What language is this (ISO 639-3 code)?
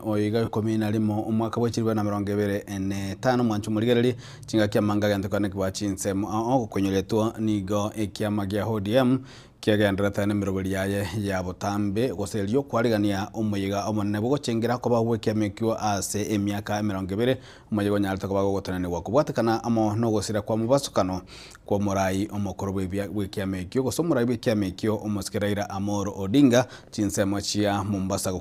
guz